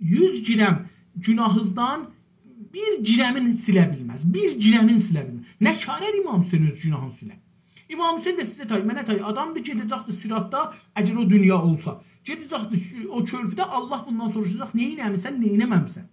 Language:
South Azerbaijani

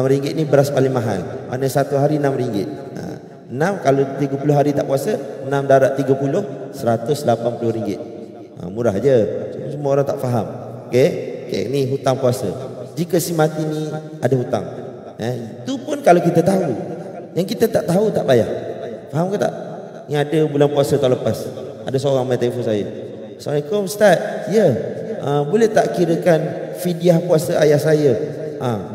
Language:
Malay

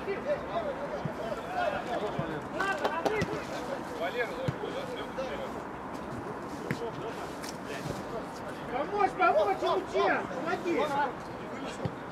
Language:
Russian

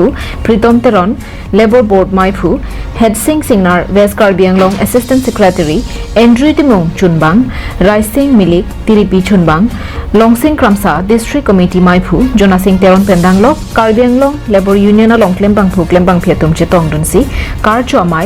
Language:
Karbi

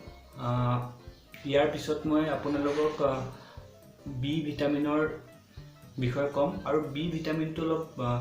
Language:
Assamese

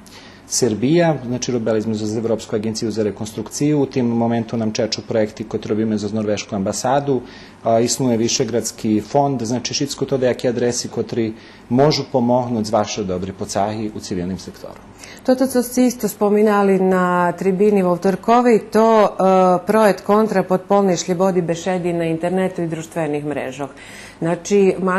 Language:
Rusyn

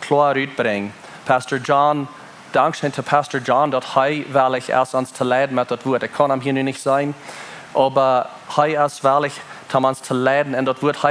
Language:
Plautdietsch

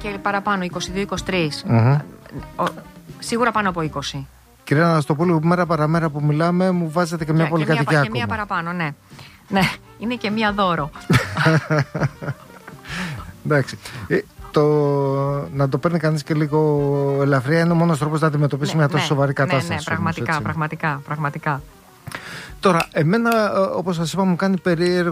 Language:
Greek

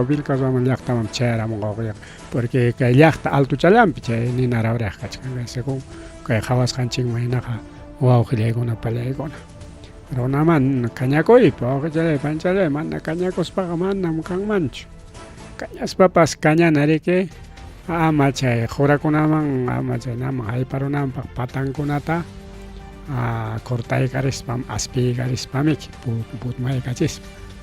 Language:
Ayacucho Quechua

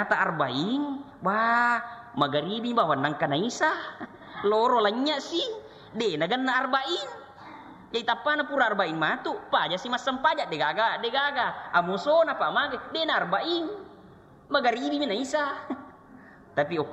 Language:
Buginese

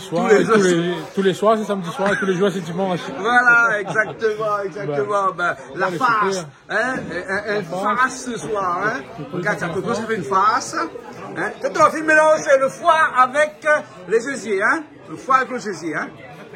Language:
Réunion Creole French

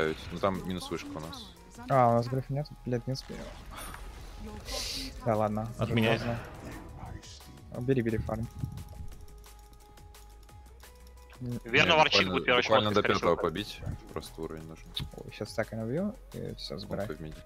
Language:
Russian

